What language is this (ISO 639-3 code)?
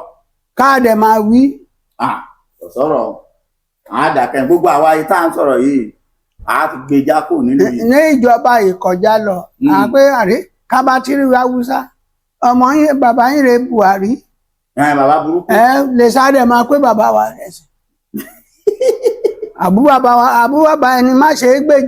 yor